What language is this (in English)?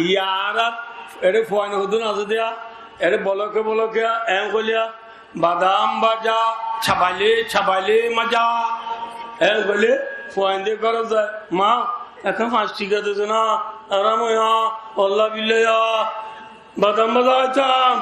Rohingya